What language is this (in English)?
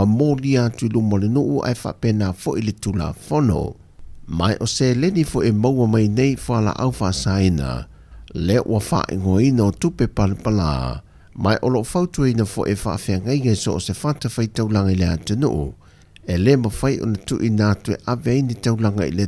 Samoan